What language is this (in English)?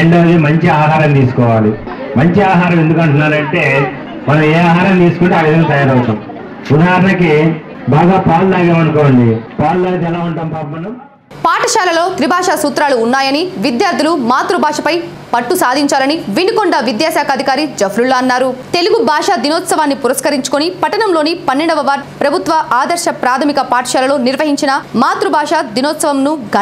Telugu